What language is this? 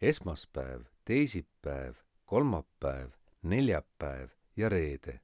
Estonian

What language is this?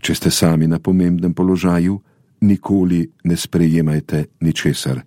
Slovenian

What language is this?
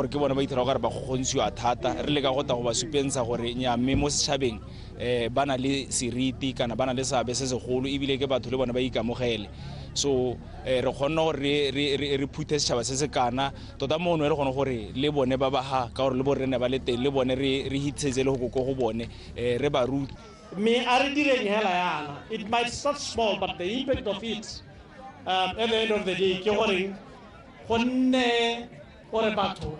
Tswana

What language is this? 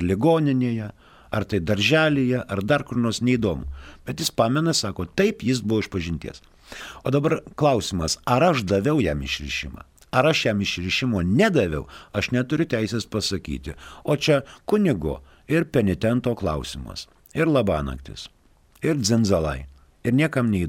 Lithuanian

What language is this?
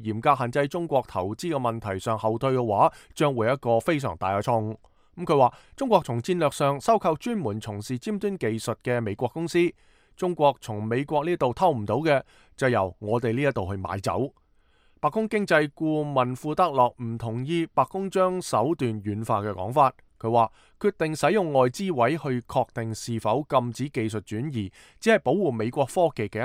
Cantonese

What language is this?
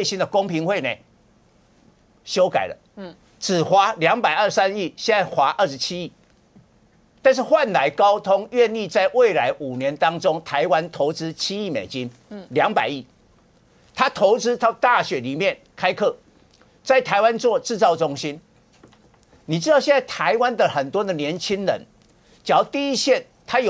Chinese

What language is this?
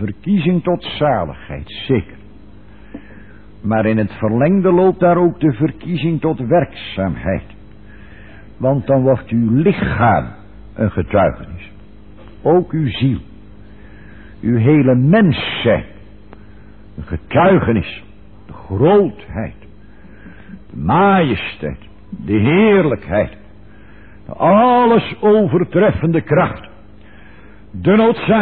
Dutch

